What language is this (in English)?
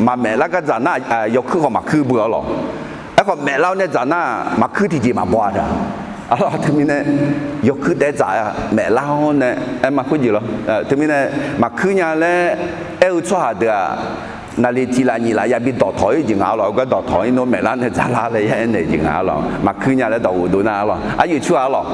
Akha